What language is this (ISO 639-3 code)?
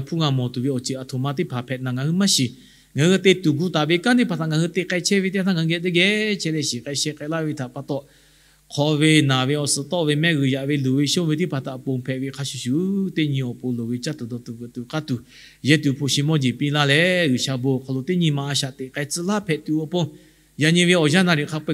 lhu